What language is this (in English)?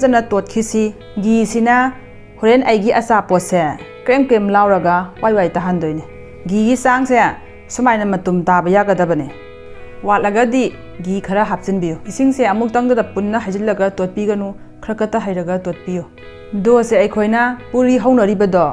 Manipuri